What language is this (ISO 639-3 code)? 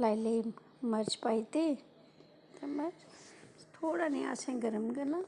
doi